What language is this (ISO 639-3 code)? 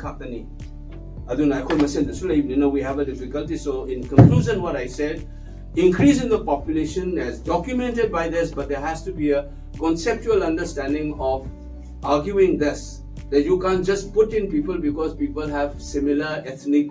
mni